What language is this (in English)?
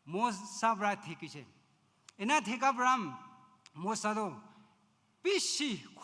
Naga Pidgin